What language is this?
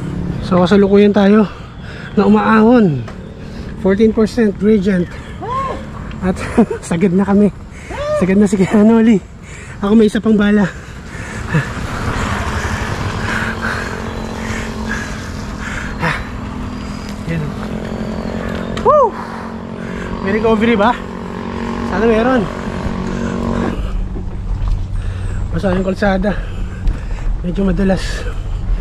Filipino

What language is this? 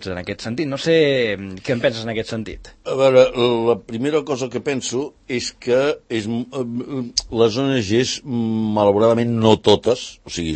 Catalan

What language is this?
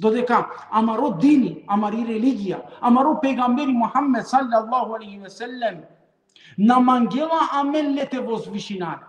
Balkan Romani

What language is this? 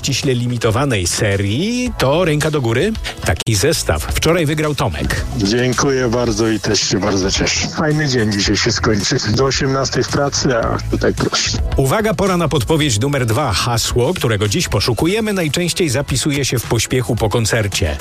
Polish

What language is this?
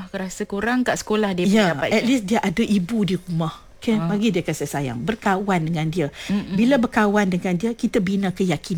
Malay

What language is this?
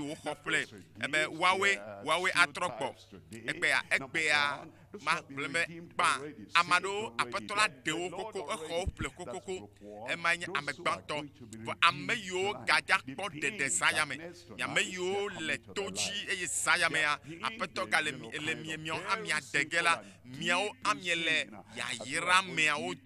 Ewe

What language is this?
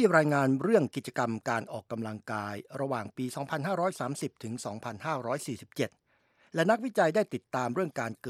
Thai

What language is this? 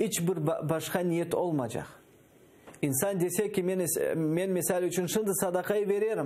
Crimean Tatar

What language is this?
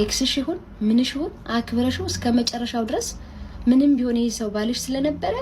Amharic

